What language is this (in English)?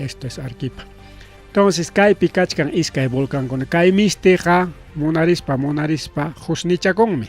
Ayacucho Quechua